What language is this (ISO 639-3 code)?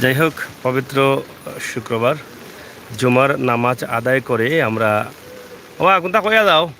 syl